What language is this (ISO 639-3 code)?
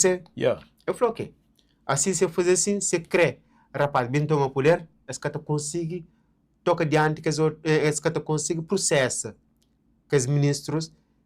kea